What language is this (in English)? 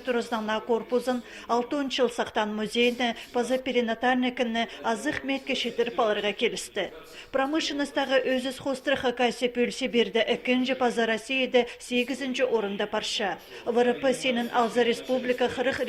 Khakas